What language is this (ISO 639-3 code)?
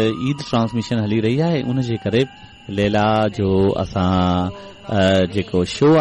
snd